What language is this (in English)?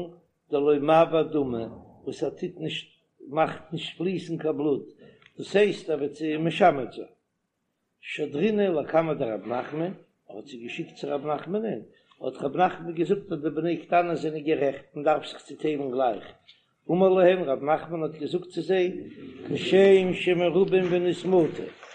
Yiddish